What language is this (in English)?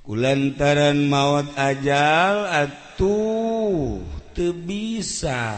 Sundanese